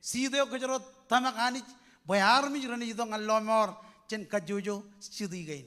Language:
Marshallese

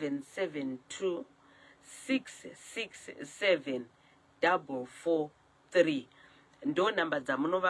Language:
Shona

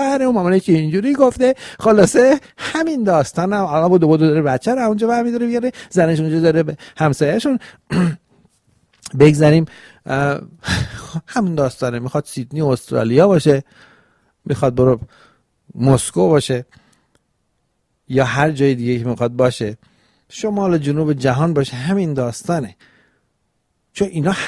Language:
Persian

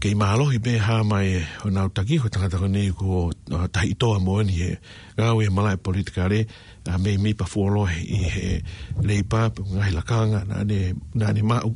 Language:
Tongan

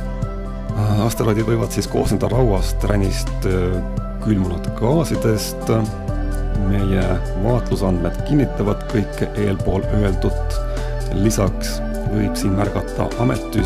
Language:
Estonian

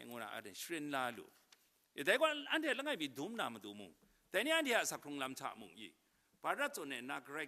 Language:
Kachin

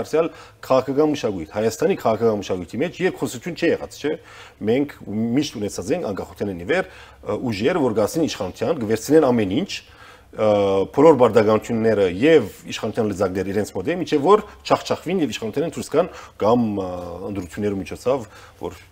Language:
Armenian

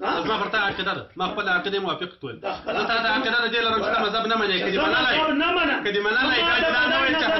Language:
Pashto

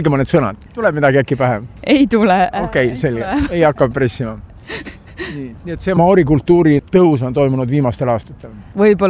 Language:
Estonian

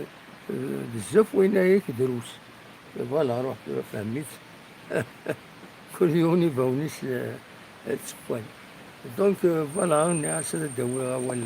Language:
Kabyle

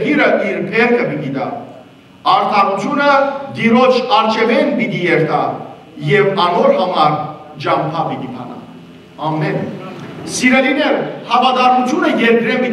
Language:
Western Armenian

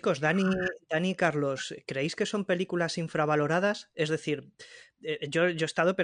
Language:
Spanish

